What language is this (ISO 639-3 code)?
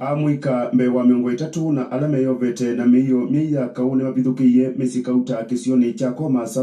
kam